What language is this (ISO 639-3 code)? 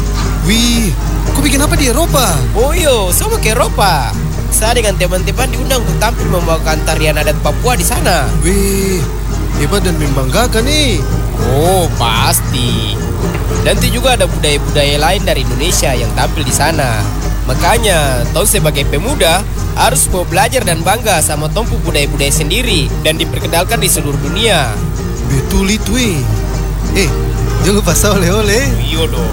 ind